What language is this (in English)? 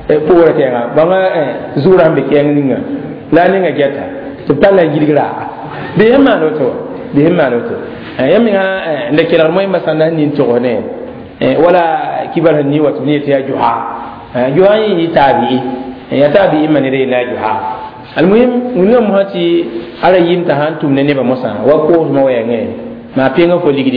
Mossi